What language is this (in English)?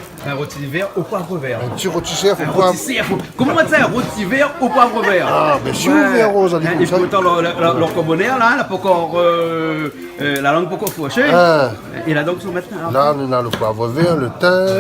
Réunion Creole French